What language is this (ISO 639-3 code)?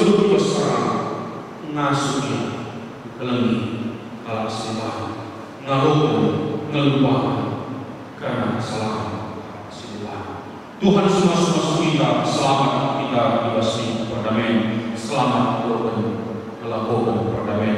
btx